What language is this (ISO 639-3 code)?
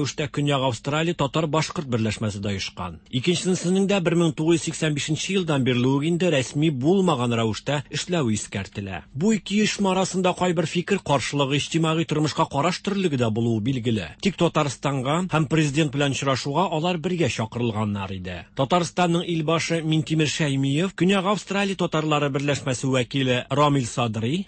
tat